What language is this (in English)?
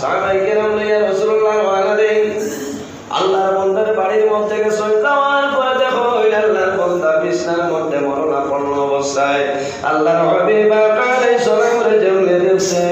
Sylheti